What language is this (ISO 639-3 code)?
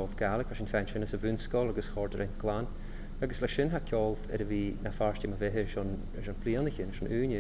gla